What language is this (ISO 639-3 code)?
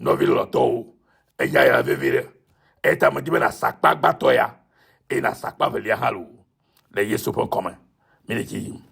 ewe